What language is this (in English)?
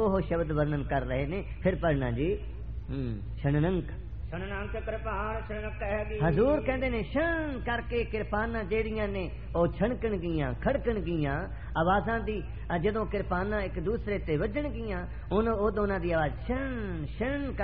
Punjabi